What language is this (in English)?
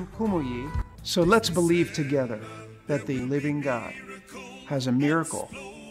Ewe